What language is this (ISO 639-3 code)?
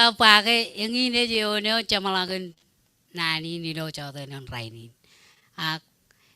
mah